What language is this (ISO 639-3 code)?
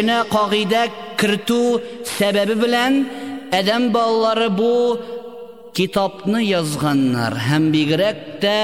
tat